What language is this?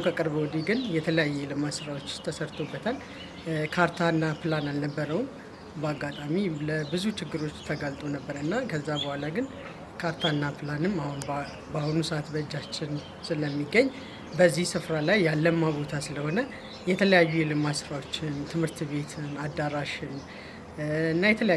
Amharic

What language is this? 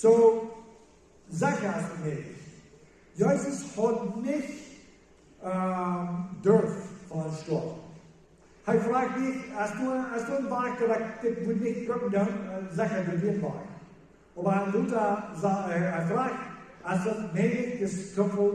Plautdietsch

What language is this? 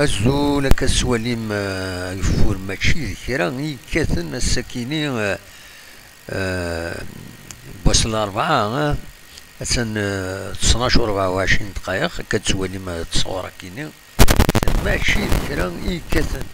Kabyle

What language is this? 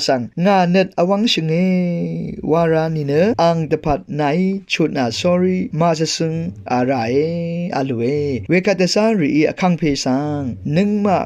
Rawang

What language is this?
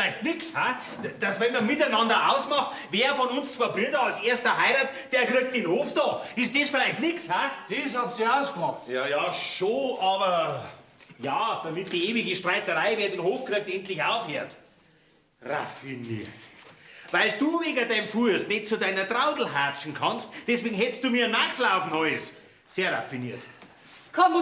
Bavarian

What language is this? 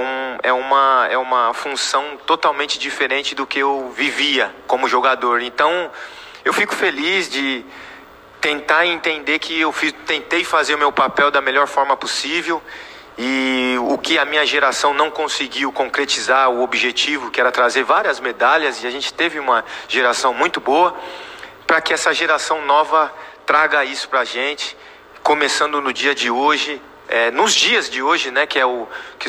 Portuguese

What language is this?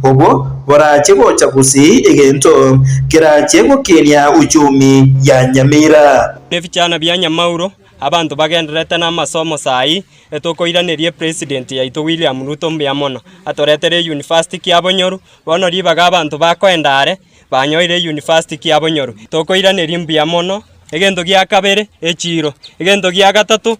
Gusii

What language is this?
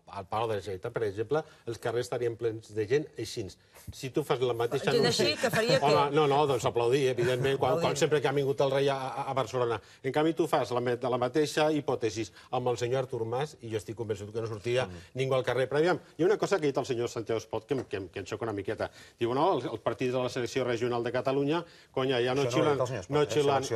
Catalan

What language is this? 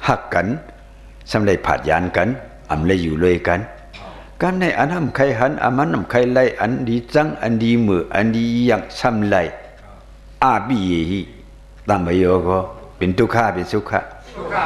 Shan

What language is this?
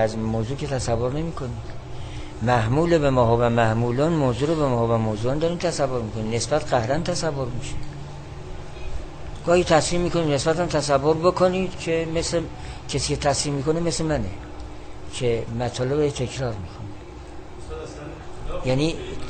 Persian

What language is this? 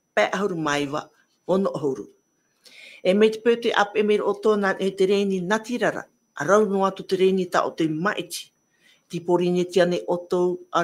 Tahitian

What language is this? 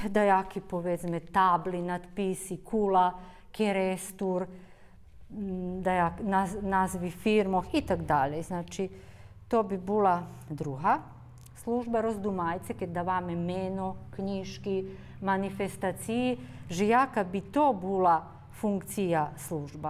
Rusyn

